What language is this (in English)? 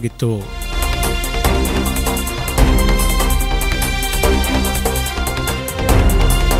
Kannada